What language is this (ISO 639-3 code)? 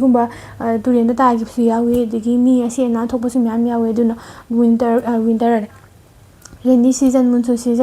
mni